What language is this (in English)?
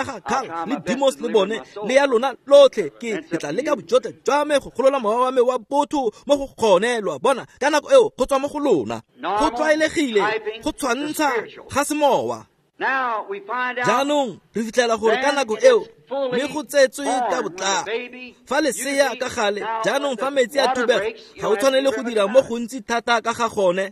Tswana